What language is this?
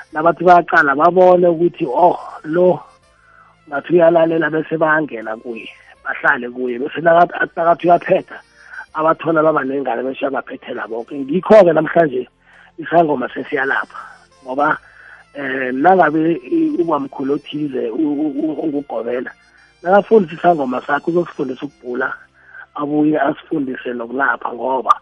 South Ndebele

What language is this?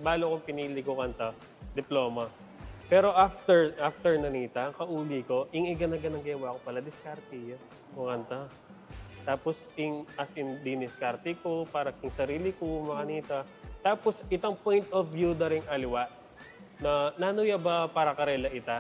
Pampanga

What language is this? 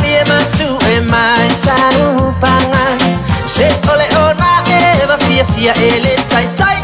Samoan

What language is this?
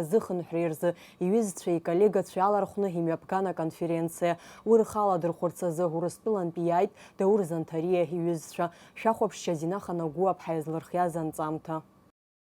Abkhazian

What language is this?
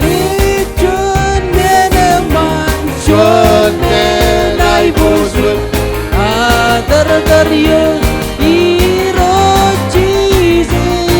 Marshallese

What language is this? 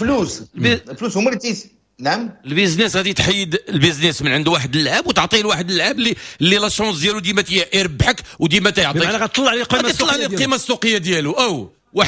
Moroccan Arabic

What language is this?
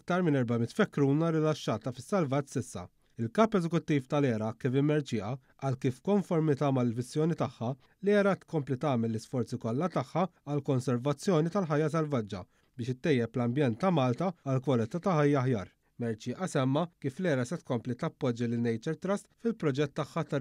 Maltese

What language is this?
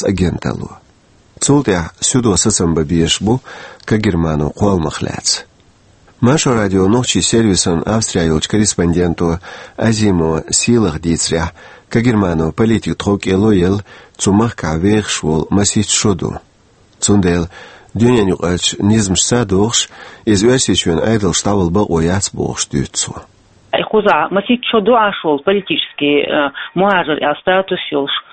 Chechen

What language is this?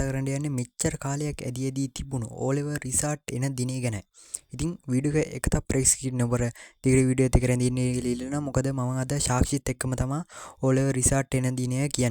Sinhala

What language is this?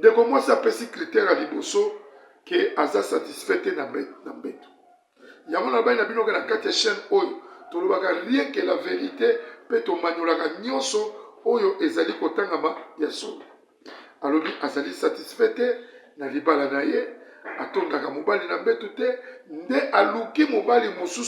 Lingala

